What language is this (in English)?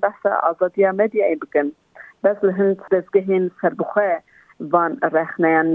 Kurdish